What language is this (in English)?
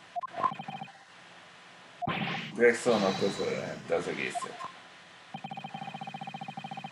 Hungarian